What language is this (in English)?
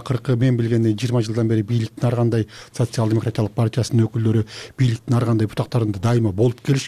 Kyrgyz